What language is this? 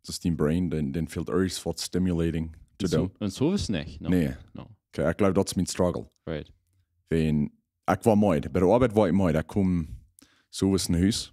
Plautdietsch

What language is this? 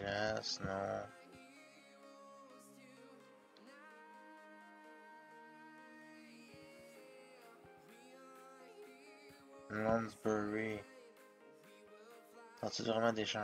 French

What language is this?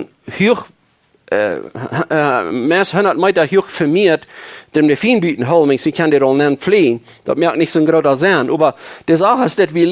Plautdietsch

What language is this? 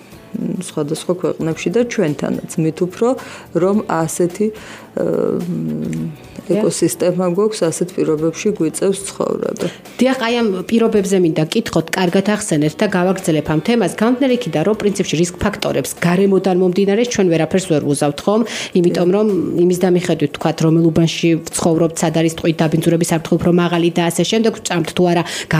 Georgian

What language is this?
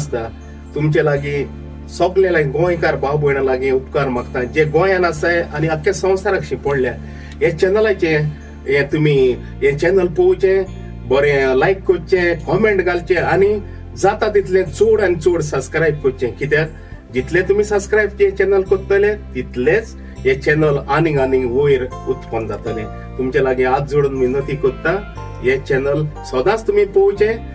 Konkani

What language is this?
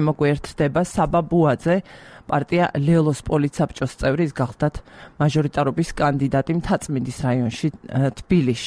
Georgian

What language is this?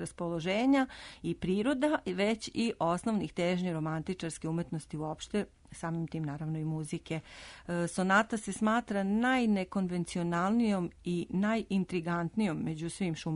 Serbian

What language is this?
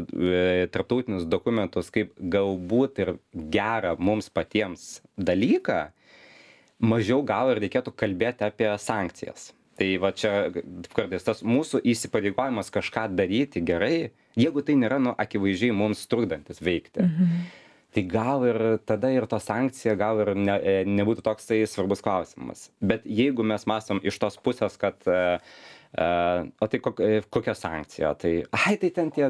Lithuanian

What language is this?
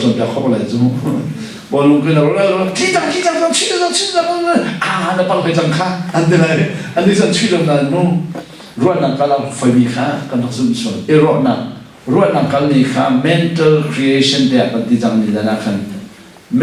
Hakha Chin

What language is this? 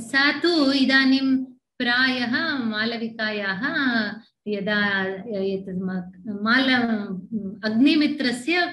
Sanskrit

